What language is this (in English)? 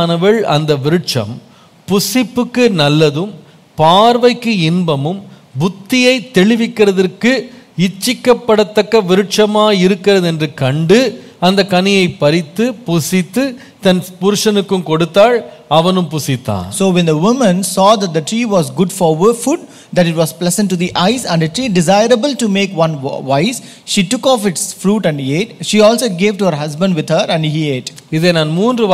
Tamil